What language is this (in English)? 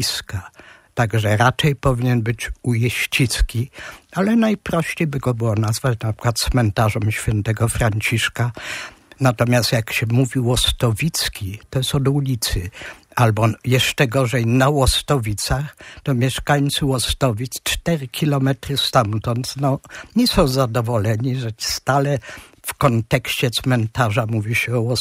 Polish